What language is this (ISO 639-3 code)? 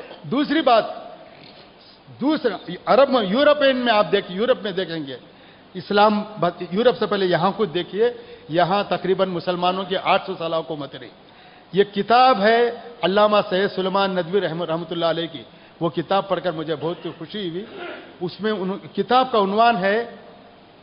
urd